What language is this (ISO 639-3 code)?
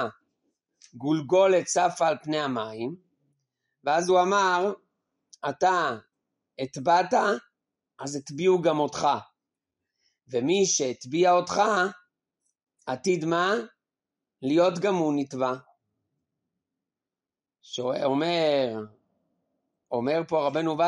heb